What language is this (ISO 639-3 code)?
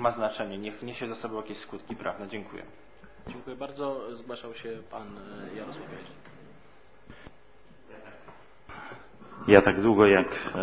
pol